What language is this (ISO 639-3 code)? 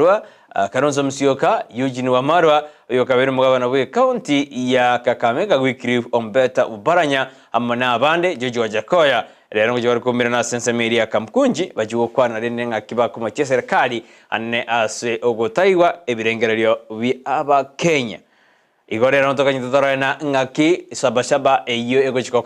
guz